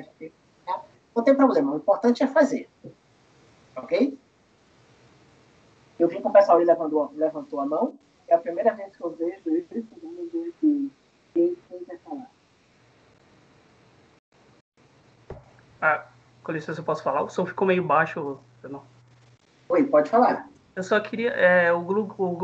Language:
Portuguese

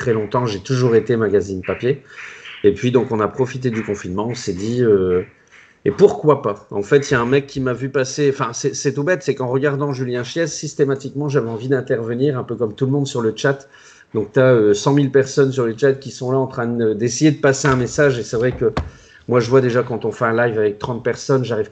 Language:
French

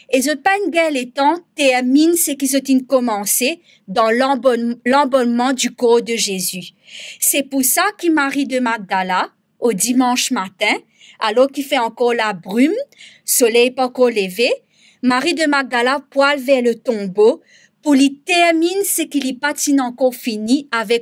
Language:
Morisyen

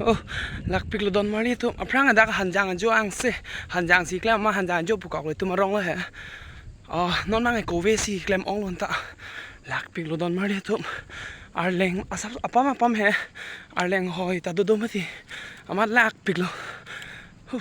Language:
Karbi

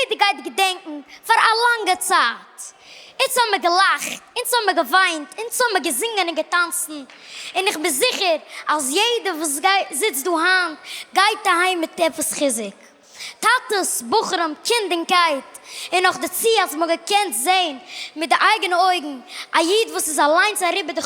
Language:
Yiddish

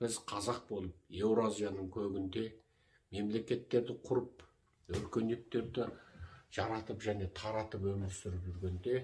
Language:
Kazakh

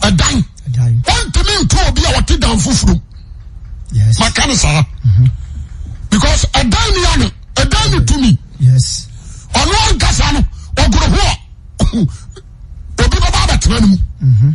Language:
Akan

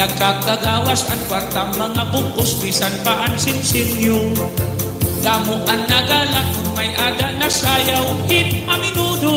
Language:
Waray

